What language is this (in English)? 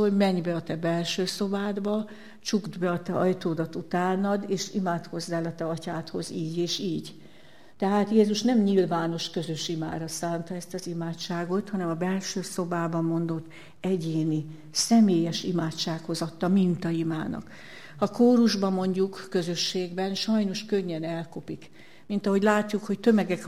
Hungarian